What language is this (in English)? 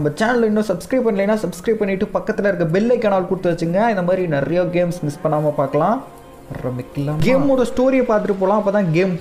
Tamil